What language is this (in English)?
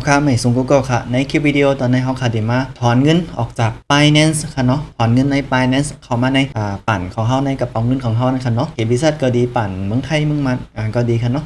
Shan